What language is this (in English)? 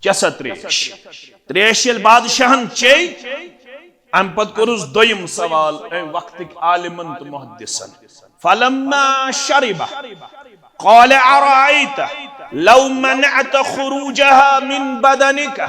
Kashmiri